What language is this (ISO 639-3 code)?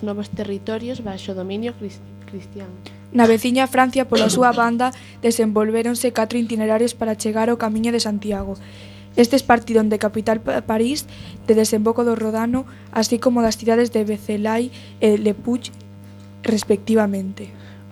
glg